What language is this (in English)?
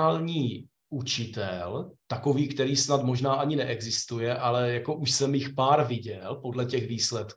Czech